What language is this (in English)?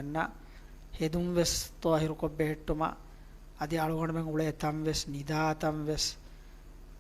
Divehi